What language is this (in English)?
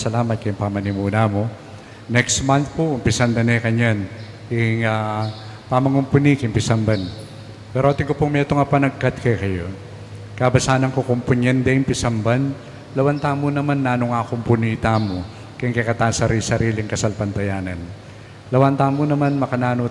Pampanga